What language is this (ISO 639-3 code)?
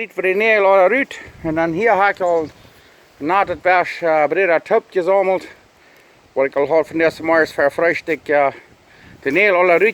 pdt